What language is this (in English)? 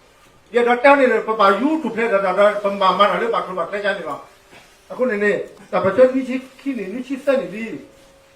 S'gaw Karen